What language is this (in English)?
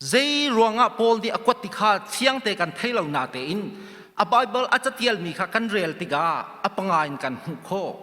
Hakha Chin